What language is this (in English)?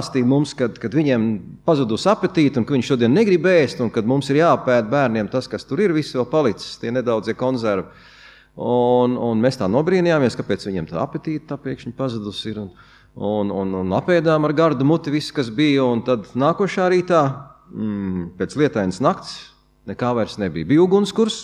Latvian